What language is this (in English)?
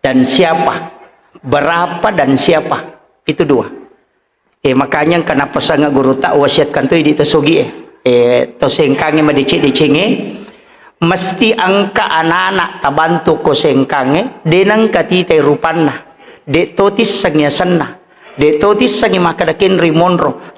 Buginese